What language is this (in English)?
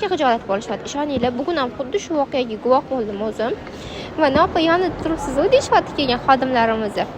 Uzbek